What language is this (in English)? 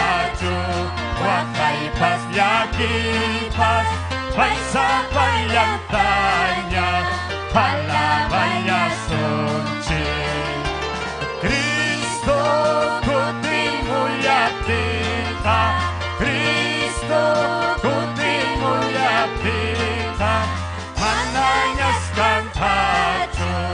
Ayacucho Quechua